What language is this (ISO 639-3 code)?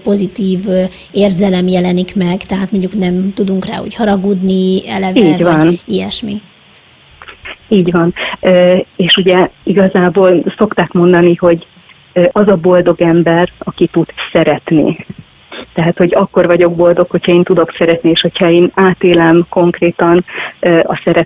hun